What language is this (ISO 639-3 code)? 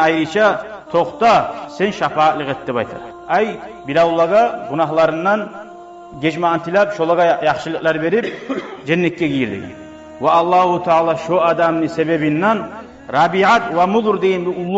kum